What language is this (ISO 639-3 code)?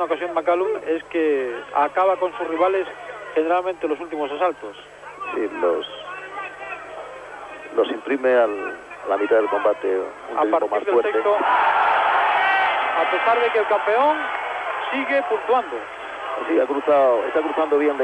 spa